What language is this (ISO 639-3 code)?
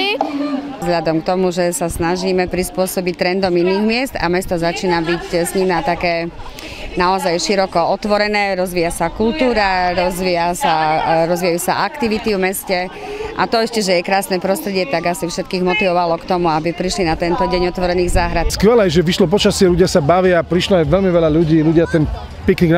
slk